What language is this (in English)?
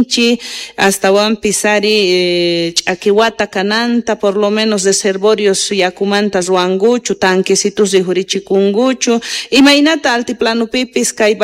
Quechua